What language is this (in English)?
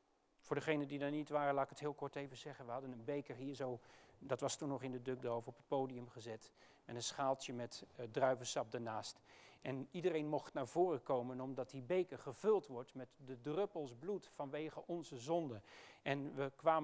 Dutch